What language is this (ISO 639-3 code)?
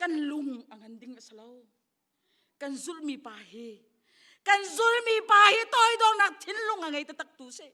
cnh